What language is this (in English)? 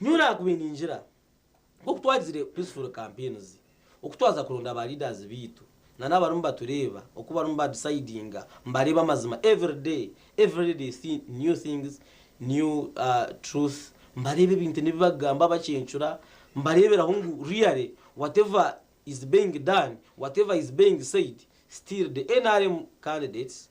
Nyankole